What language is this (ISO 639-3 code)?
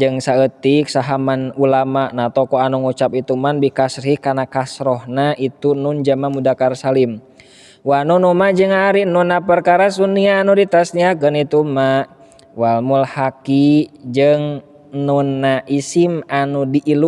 sun